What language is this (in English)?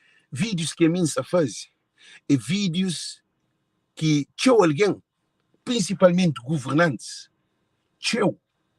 Kabuverdianu